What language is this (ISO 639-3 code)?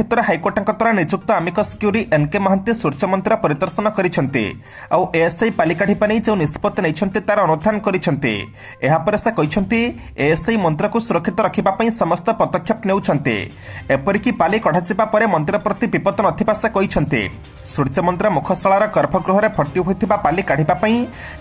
ori